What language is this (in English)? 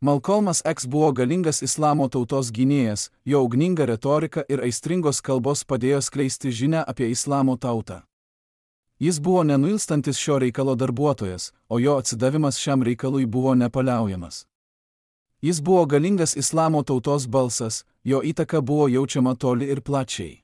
Lithuanian